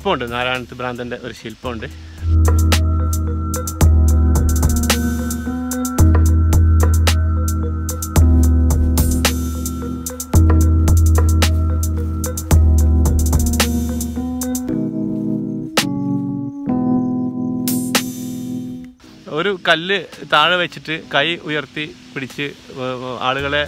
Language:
Malayalam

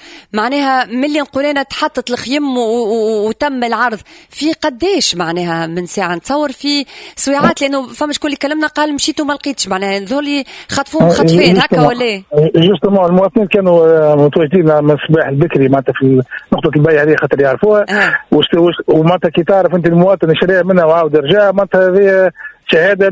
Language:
Tunisian Arabic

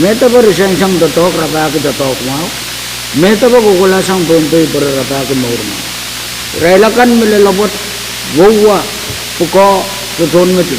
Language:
Pohnpeian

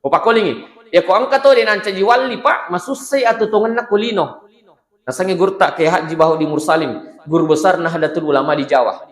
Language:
Buginese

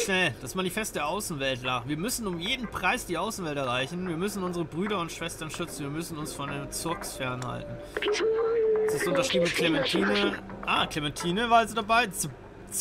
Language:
German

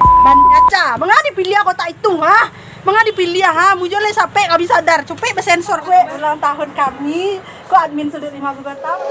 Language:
Minangkabau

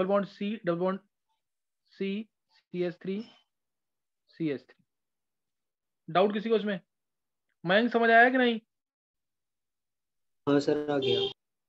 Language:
Hindi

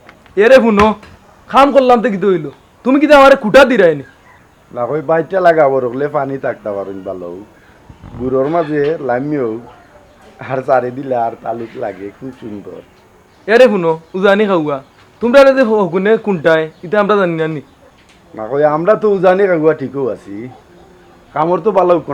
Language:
Sylheti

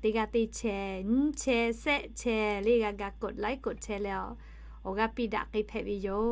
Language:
Lahu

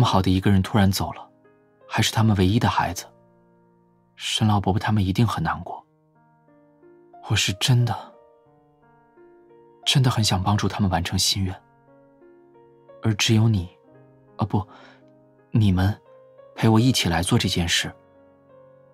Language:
Chinese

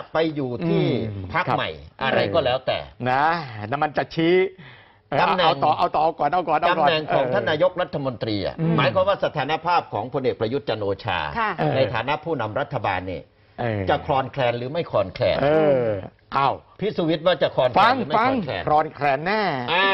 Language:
Thai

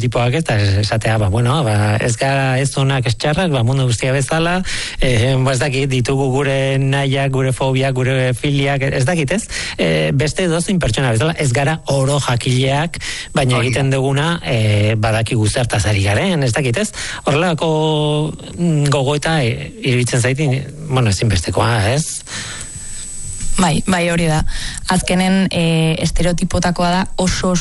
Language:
Basque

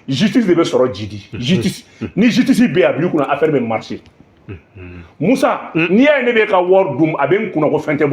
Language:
Bambara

